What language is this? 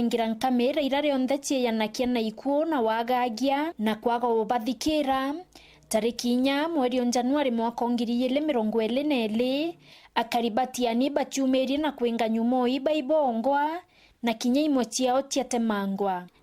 Meru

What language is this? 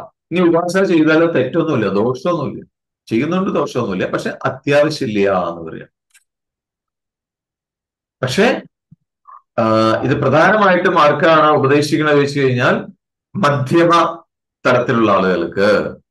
Malayalam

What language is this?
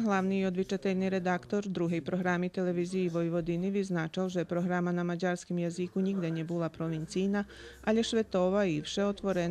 Rusyn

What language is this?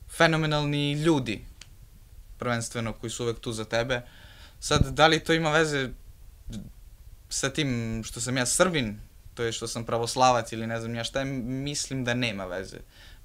Serbian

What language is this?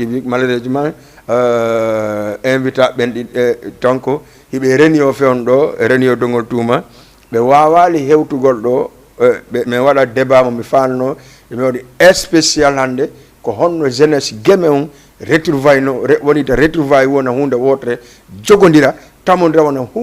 Fula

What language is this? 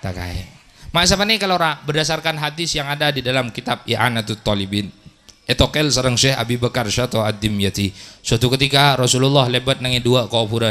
Madurese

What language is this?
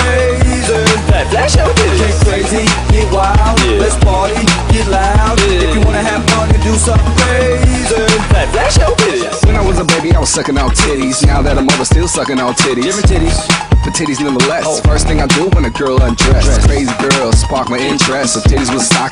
English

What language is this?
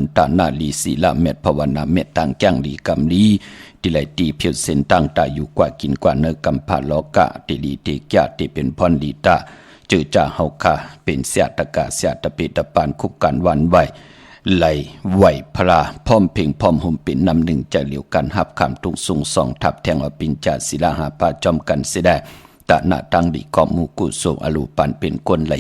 Shan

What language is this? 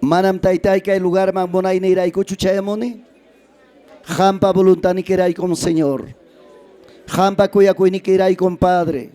Ayacucho Quechua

